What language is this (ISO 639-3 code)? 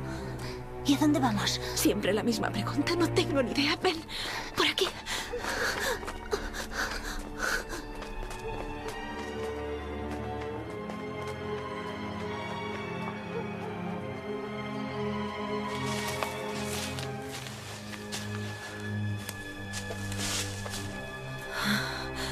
spa